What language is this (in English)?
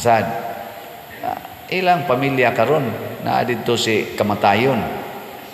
Cebuano